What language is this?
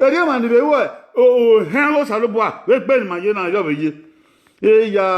Bini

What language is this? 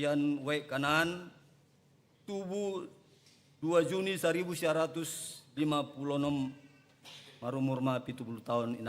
Batak Toba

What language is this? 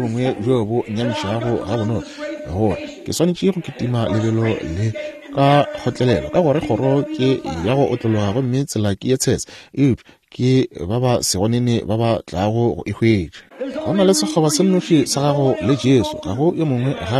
Northern Sotho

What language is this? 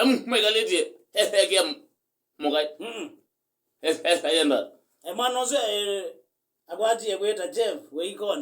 Kamba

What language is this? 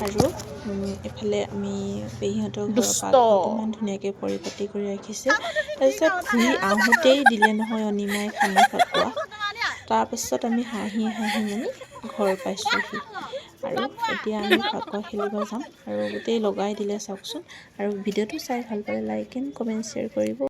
Assamese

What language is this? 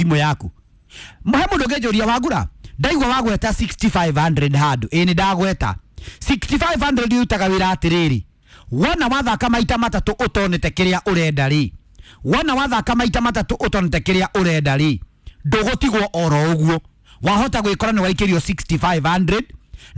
Kikuyu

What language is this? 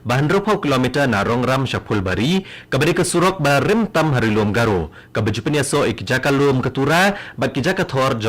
Khasi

